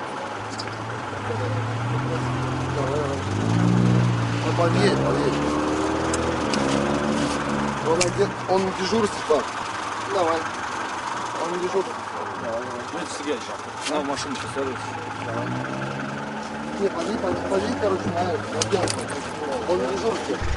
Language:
Russian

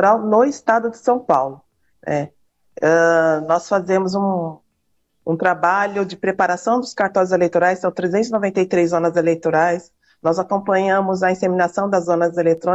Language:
Portuguese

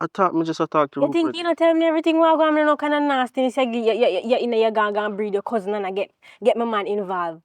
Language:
Jamaican Creole English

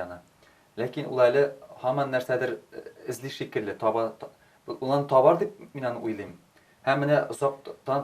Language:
Tatar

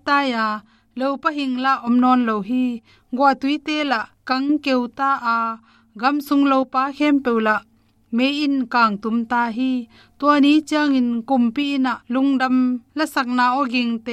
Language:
Tedim Chin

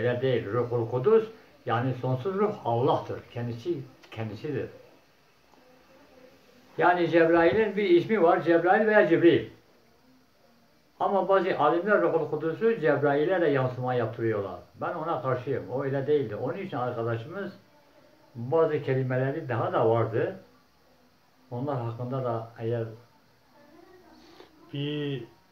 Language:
Turkish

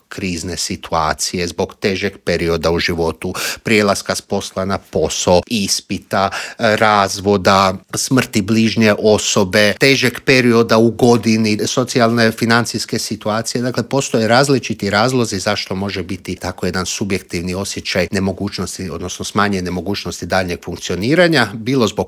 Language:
Croatian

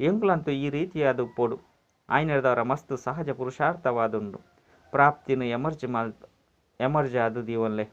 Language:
Tulu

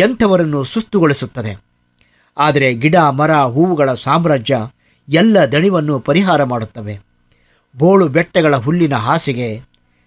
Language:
Kannada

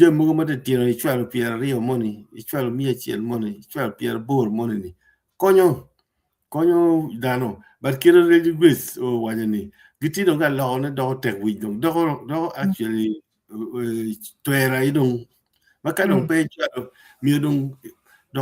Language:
Acoli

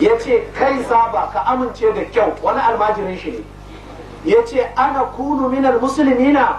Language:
Hausa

